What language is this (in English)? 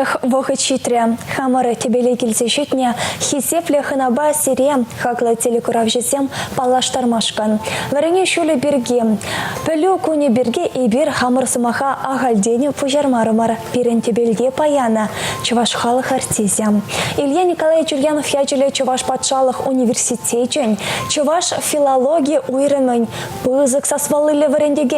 Chuvash